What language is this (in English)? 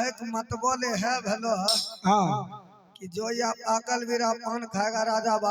Maithili